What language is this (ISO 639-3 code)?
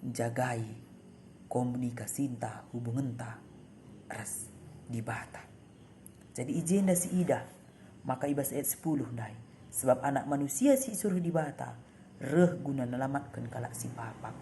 btx